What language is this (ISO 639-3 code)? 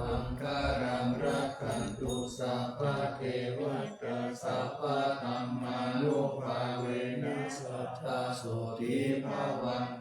pli